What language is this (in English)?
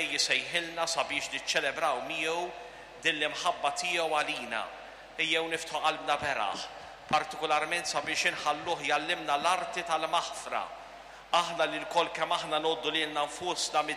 Maltese